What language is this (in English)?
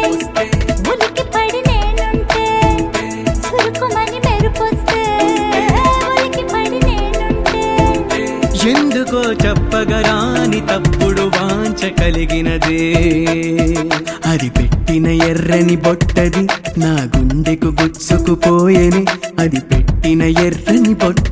Telugu